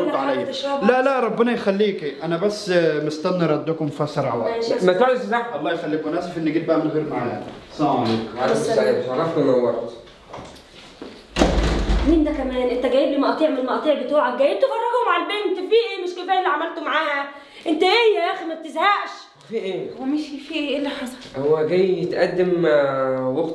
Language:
Egyptian Arabic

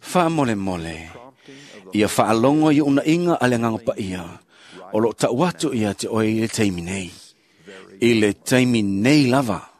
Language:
Samoan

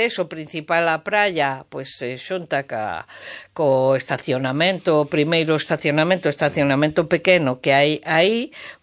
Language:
Galician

